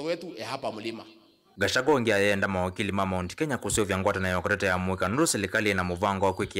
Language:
Kamba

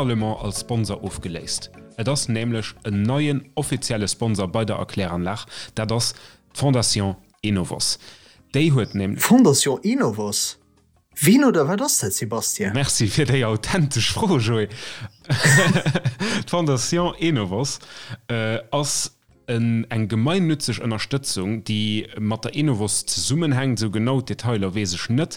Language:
Luxembourgish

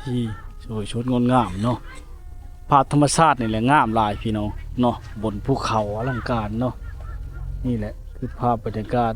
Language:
Lao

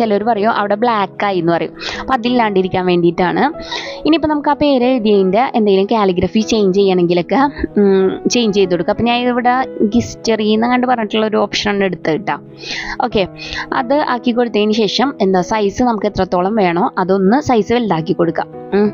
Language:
Malayalam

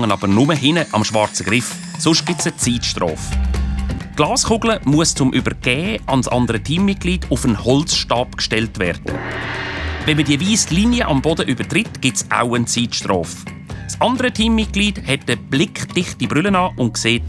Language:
Swiss German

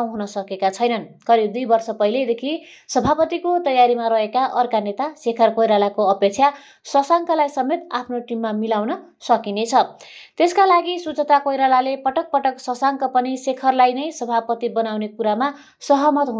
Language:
Nepali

